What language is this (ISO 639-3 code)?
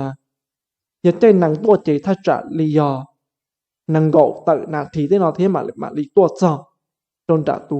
hmn